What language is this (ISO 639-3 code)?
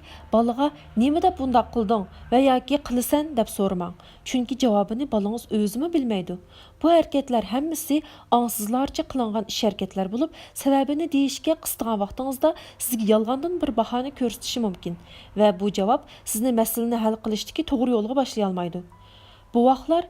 uig